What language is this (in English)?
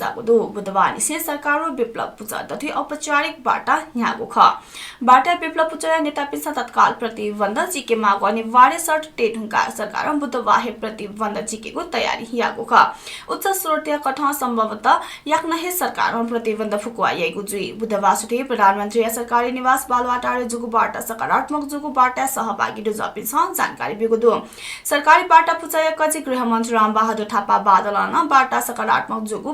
Newari